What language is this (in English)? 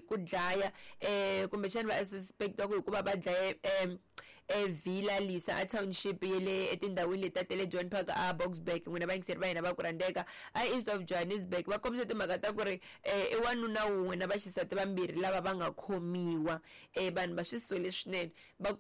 Tsonga